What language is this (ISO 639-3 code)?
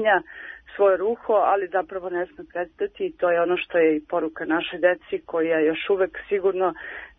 srp